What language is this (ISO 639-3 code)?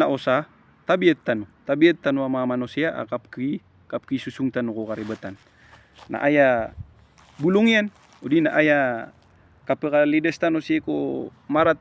mrw